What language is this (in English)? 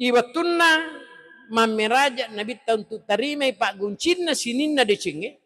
Buginese